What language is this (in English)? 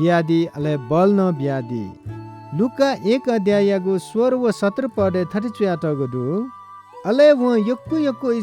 Newari